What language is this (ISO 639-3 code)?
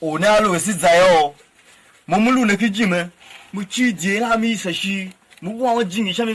tiv